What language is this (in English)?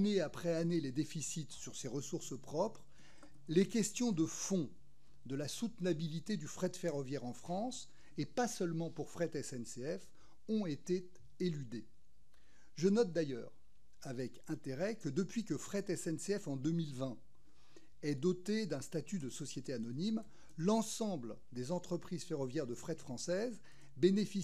French